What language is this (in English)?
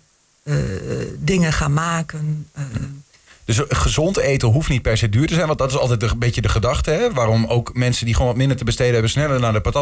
Dutch